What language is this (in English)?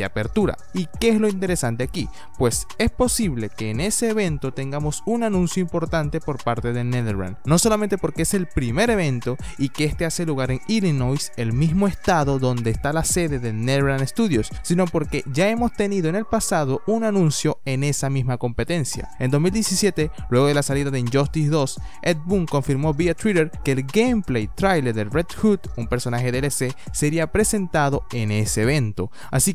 Spanish